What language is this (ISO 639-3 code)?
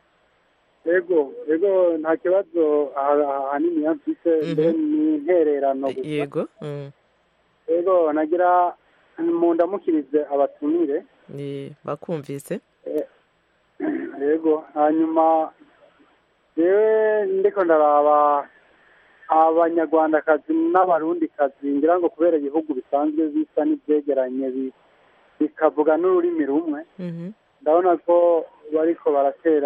kin